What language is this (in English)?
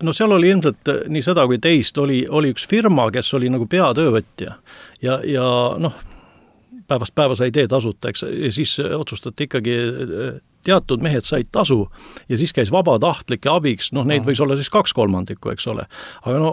Estonian